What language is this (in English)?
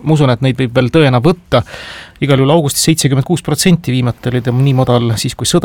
Estonian